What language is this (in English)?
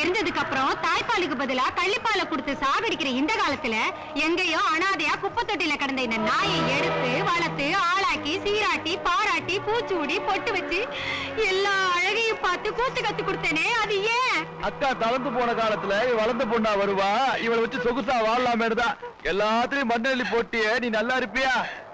Tamil